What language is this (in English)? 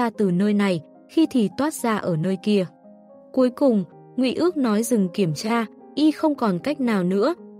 Vietnamese